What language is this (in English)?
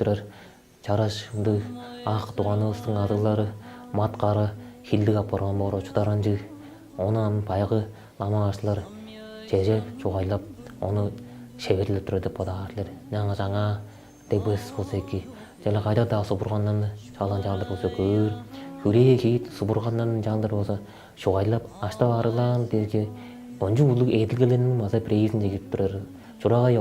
Tuvinian